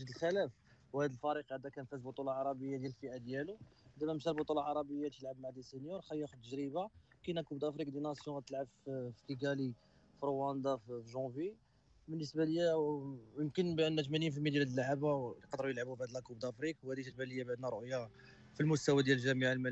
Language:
Moroccan Arabic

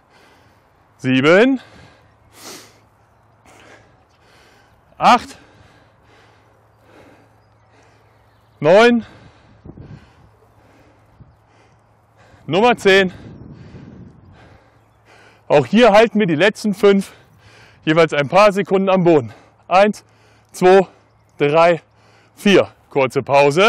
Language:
German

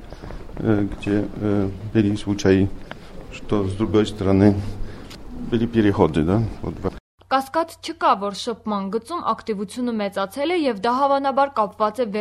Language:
Armenian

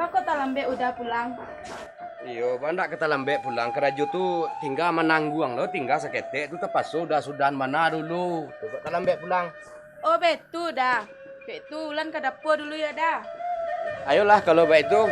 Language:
Minangkabau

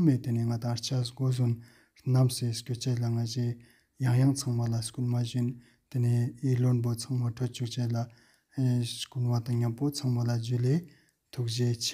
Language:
Ladakhi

